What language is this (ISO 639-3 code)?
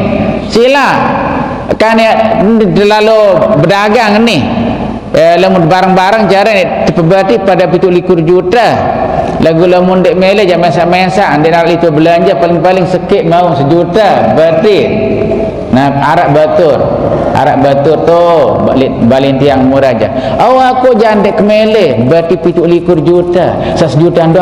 sas